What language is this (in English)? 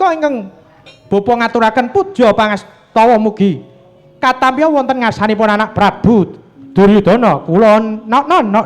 Javanese